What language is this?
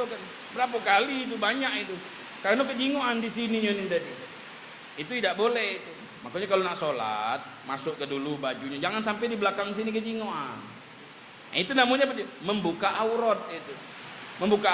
Musi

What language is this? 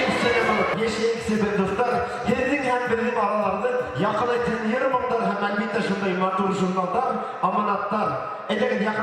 Bashkir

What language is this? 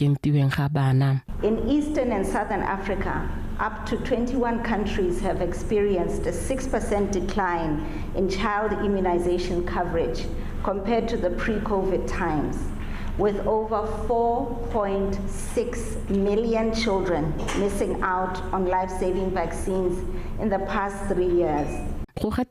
Tswana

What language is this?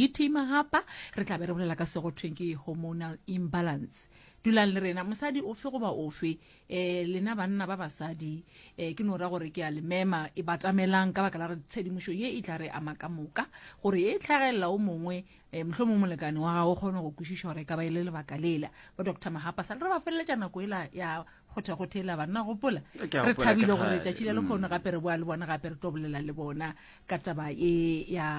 Northern Sotho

